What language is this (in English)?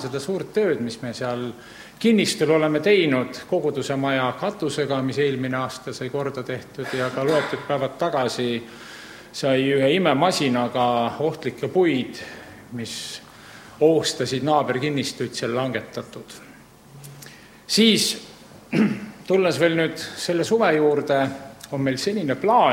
Estonian